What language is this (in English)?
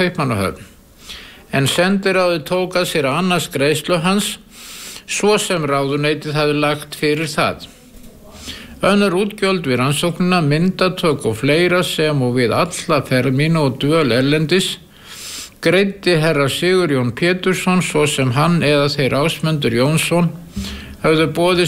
Icelandic